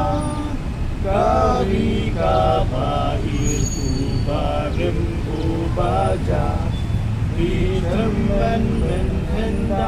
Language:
Khasi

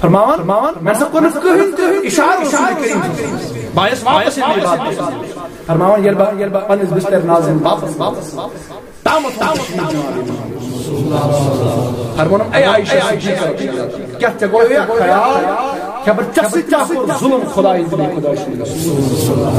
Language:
Kashmiri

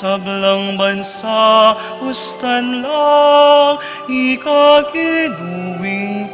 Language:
Pampanga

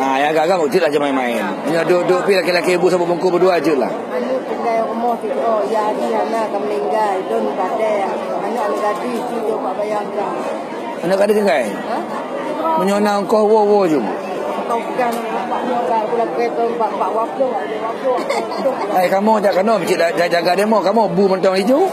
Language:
Achinese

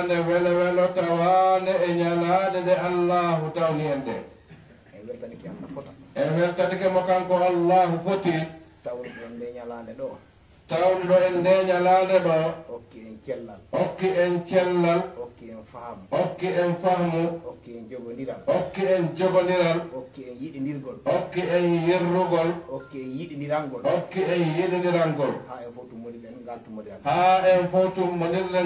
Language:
Fula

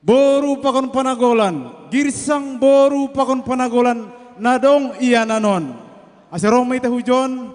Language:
Batak Simalungun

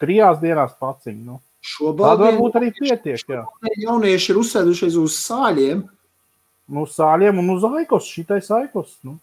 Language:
Latvian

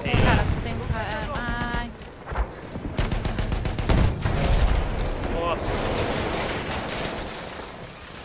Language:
Portuguese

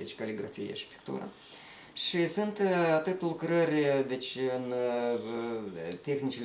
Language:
Romanian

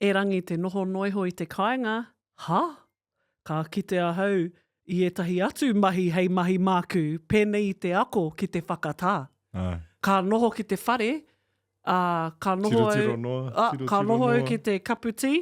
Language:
Māori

